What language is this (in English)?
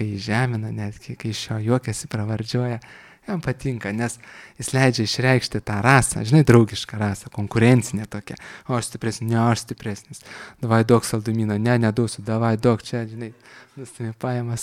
Lithuanian